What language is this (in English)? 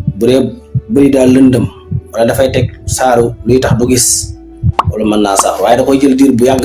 Wolof